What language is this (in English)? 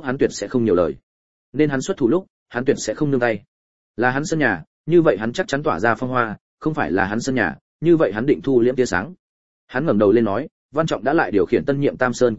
Vietnamese